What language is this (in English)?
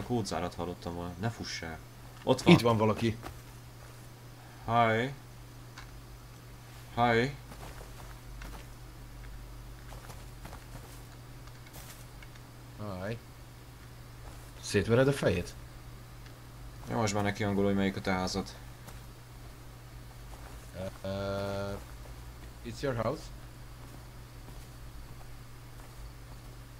Hungarian